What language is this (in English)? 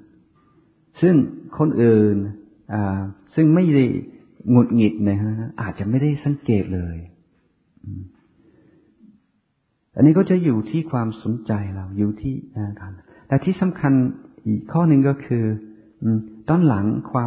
Thai